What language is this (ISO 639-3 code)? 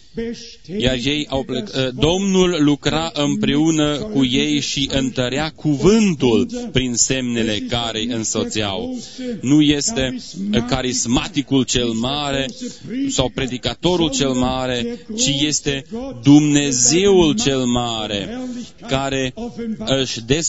ron